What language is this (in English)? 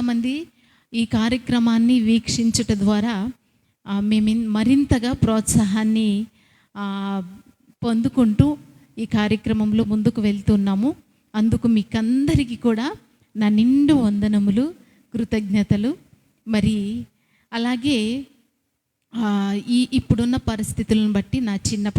Koya